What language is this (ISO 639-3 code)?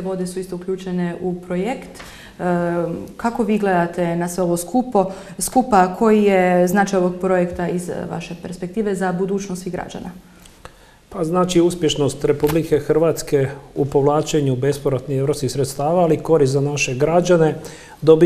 hrv